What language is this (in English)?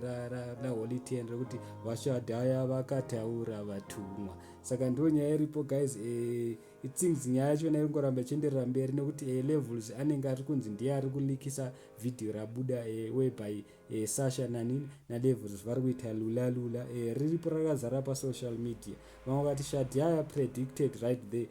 Shona